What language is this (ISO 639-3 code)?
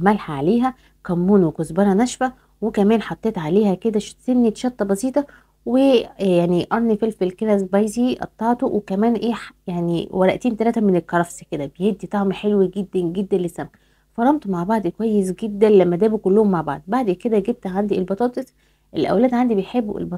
arz